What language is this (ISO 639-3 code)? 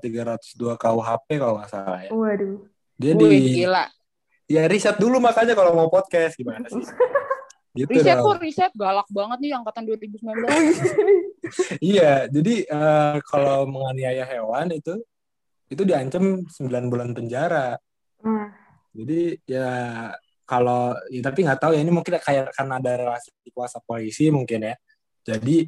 ind